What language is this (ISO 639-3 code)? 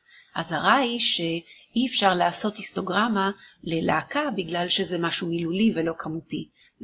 heb